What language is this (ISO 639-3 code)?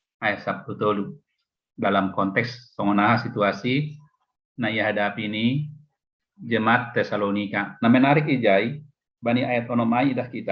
bts